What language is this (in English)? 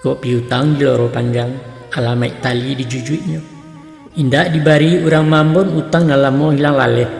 Minangkabau